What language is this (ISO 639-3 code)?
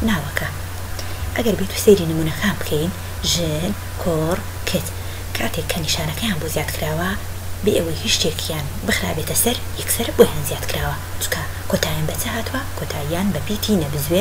ckb